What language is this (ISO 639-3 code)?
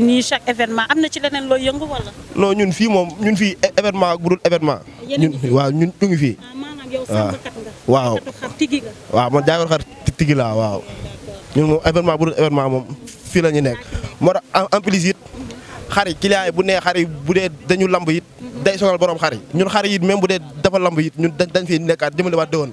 wol